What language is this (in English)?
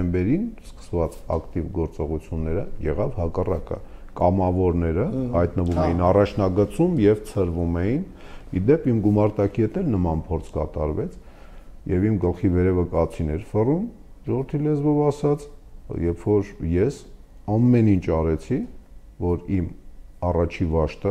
Armenian